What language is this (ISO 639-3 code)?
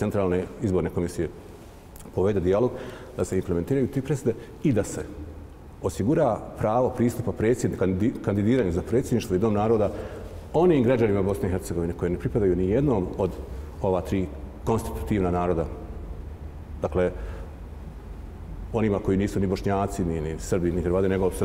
bos